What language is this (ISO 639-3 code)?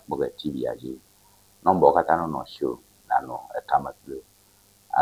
ewe